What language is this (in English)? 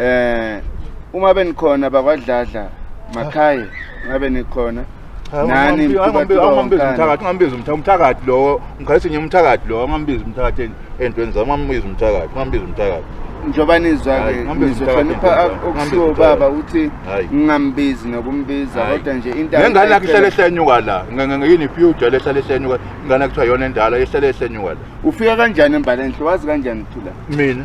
Zulu